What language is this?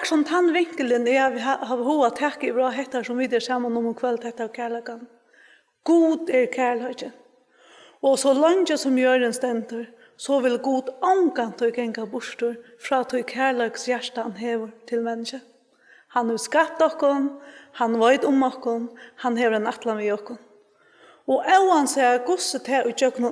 Faroese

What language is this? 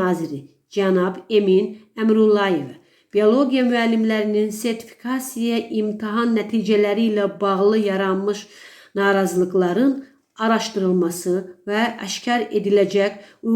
Azerbaijani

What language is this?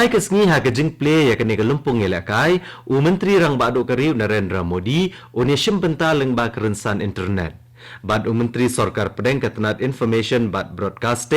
Khasi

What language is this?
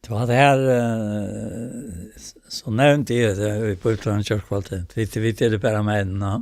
Faroese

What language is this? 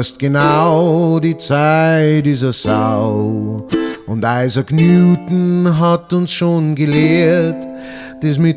Bavarian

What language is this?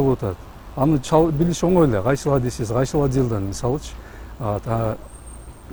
Kyrgyz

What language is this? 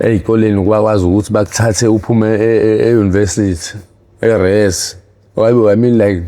Zulu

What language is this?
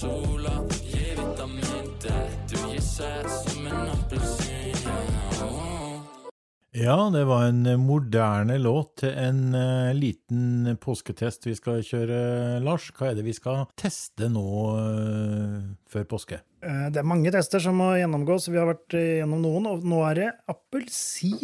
Norwegian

